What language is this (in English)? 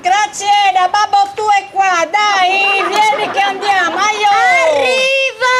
Sardinian